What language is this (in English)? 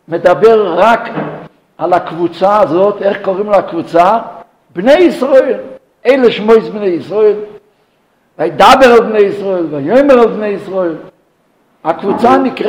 Hebrew